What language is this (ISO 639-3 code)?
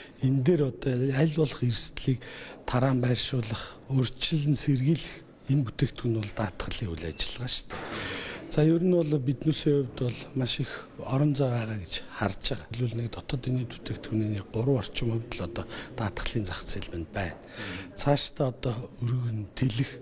mon